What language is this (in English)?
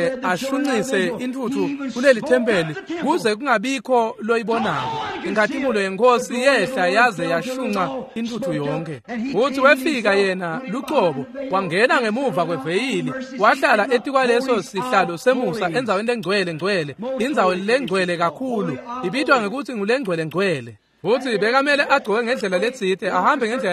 Swati